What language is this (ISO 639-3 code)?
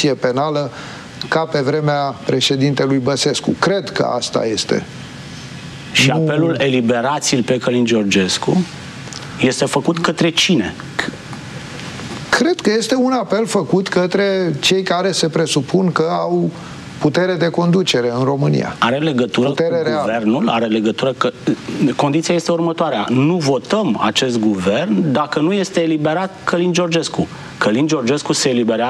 ron